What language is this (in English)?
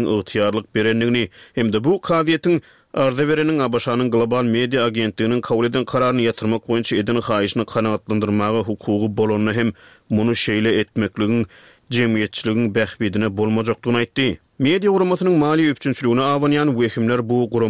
Turkmen